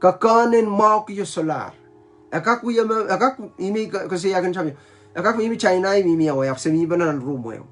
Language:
Pohnpeian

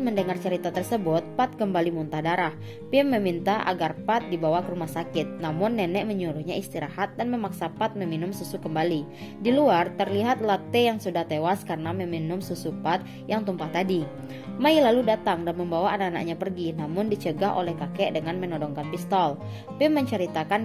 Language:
Indonesian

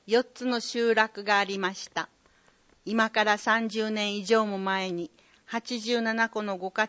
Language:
Japanese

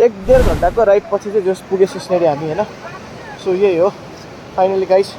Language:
Nepali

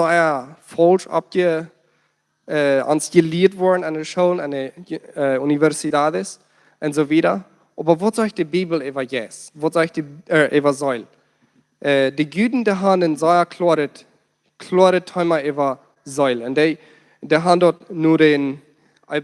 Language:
Plautdietsch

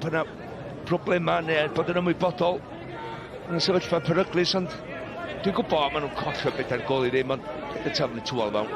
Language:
Welsh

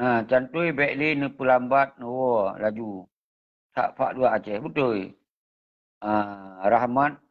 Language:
Achinese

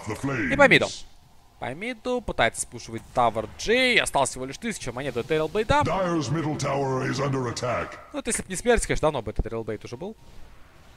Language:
Russian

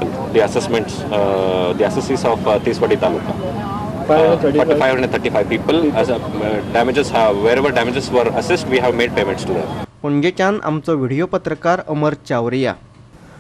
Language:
Konkani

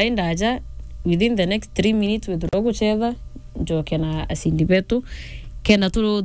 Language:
Meru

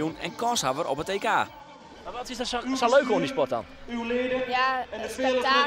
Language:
Western Frisian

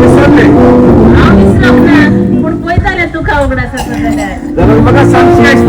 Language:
Konkani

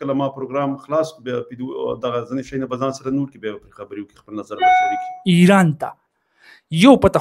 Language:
Pashto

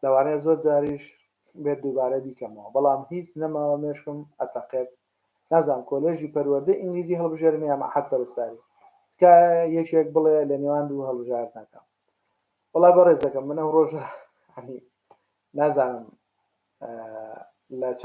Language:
Central Kurdish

